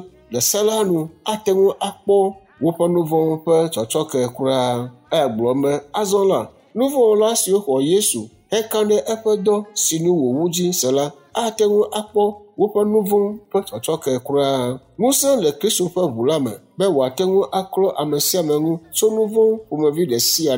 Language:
Ewe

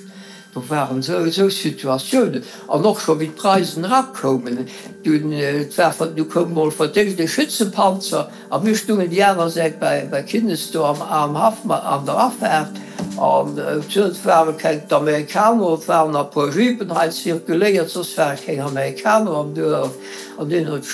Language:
Luxembourgish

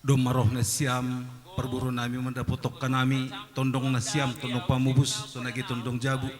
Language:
Batak Simalungun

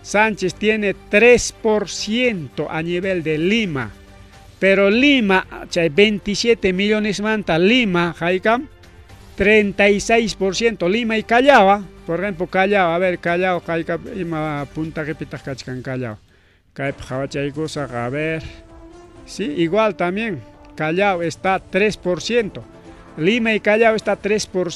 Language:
Ayacucho Quechua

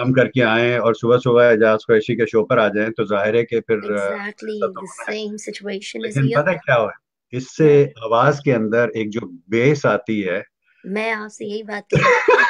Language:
Urdu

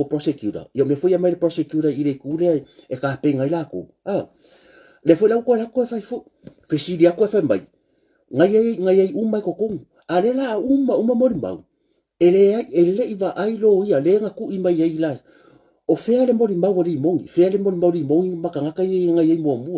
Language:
Samoan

